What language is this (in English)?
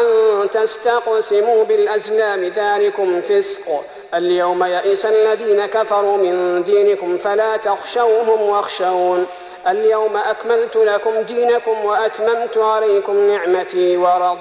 Arabic